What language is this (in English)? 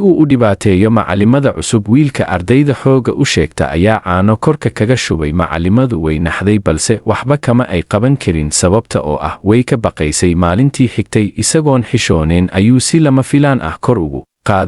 Somali